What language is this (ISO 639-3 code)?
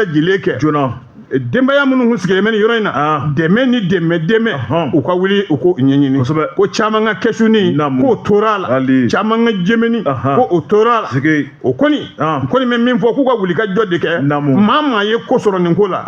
bam